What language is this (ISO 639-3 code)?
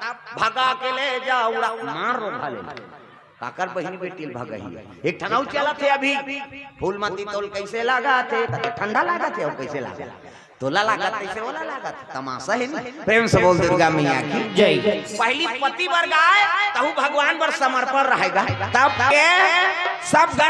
hne